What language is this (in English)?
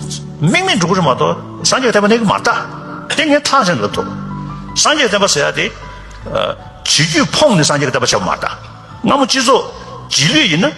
Tibetan